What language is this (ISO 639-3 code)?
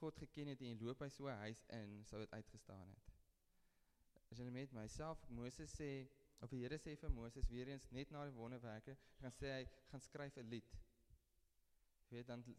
afr